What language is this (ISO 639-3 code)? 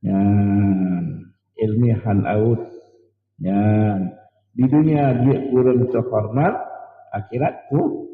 ace